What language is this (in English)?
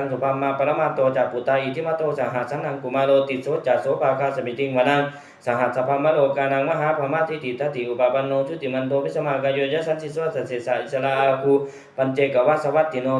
Pali